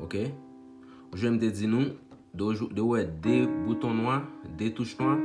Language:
Haitian Creole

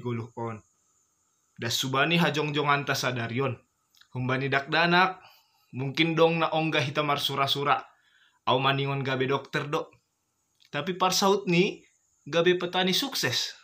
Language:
Batak Simalungun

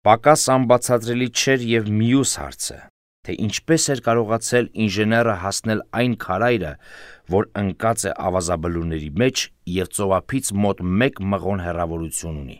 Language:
Armenian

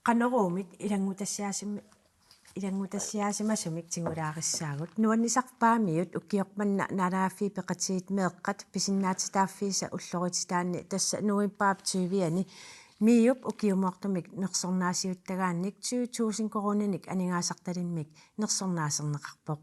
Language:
Kalaallisut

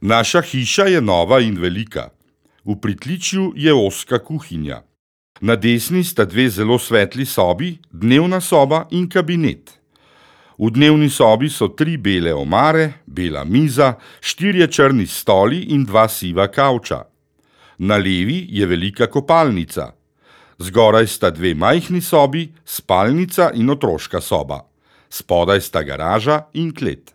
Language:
Slovenian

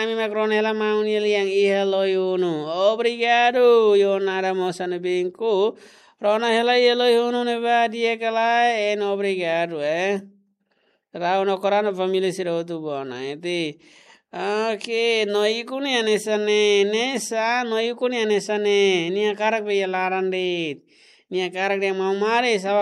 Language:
Tetum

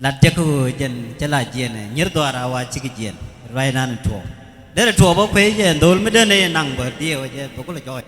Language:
Nuer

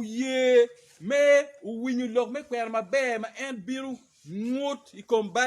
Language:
Acoli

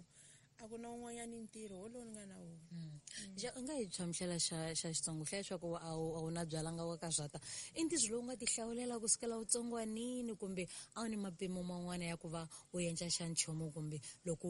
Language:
Tsonga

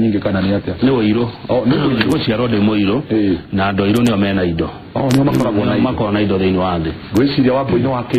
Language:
Kikuyu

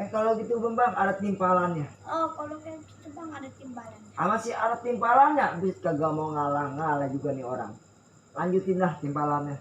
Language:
Betawi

